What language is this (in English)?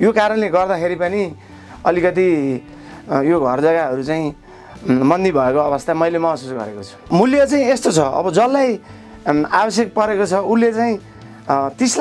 Nepali